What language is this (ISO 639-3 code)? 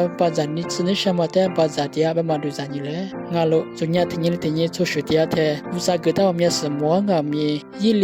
lis